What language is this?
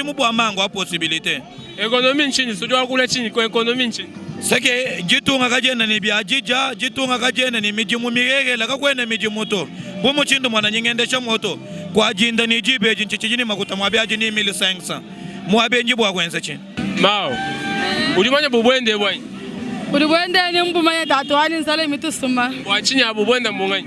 Luba-Lulua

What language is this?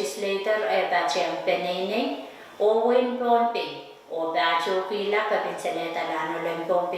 Pohnpeian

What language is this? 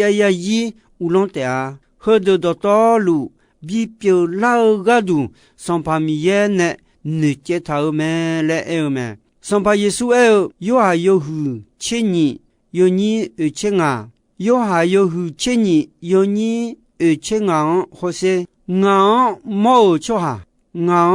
Akha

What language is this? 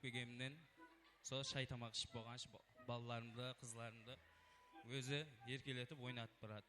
Kara-Kalpak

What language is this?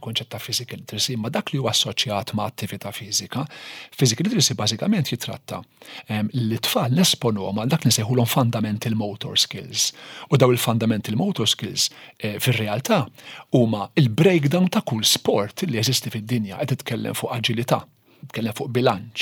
Maltese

